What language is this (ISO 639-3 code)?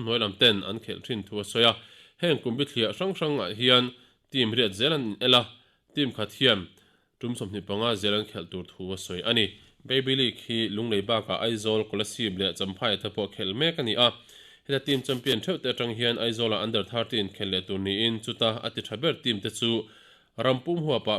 lus